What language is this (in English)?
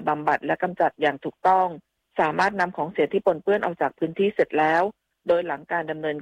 Thai